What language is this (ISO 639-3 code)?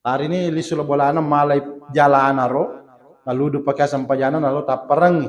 bug